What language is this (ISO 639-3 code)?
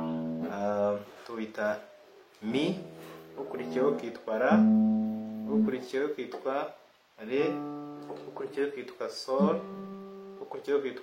kin